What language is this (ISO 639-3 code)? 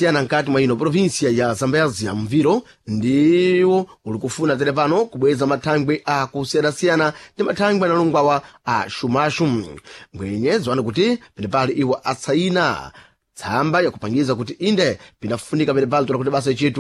seh